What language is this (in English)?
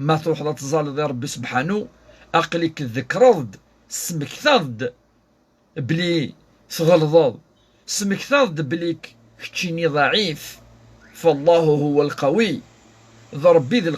Kabyle